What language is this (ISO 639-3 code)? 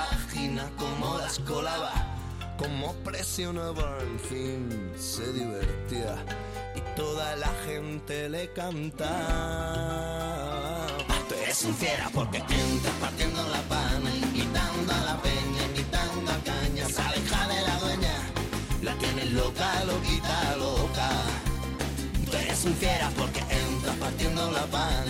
spa